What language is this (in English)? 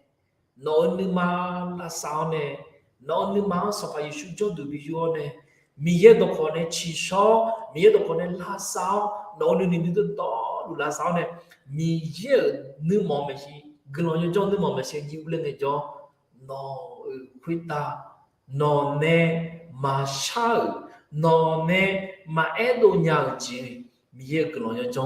Akha